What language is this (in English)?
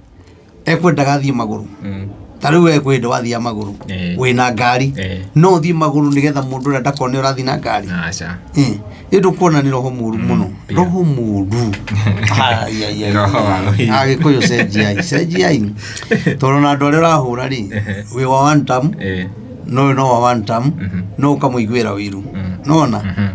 Kikuyu